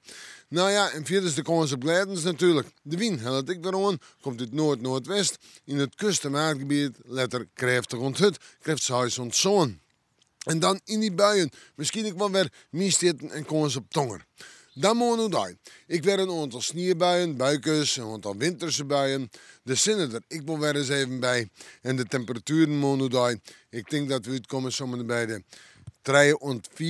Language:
Western Frisian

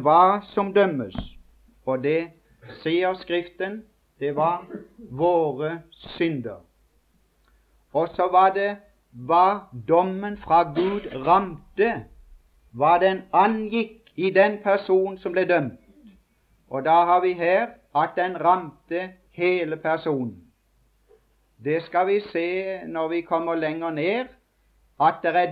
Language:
Norwegian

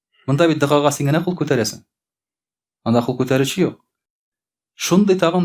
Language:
Tatar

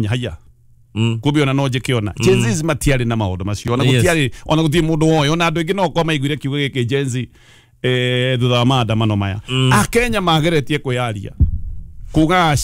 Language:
Kikuyu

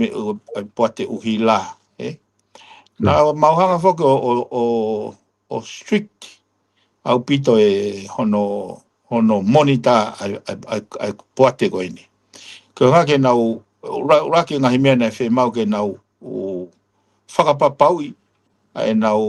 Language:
Tongan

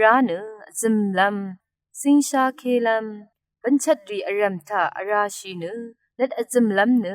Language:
Rawang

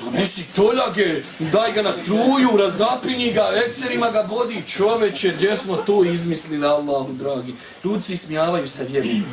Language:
Bosnian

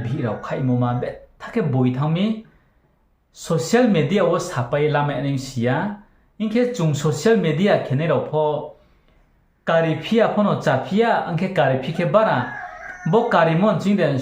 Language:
Riang (India)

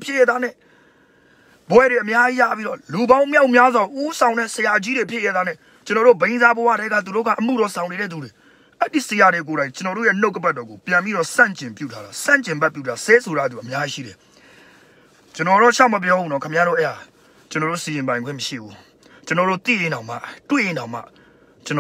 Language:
Burmese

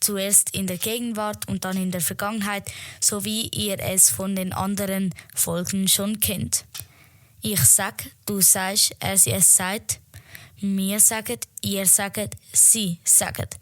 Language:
Swiss German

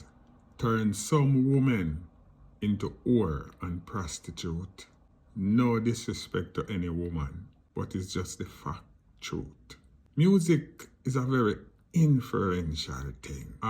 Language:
Jamaican Creole English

